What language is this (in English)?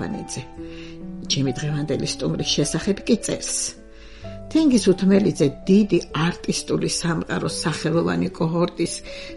Georgian